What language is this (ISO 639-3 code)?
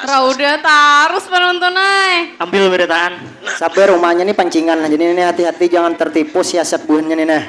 bjn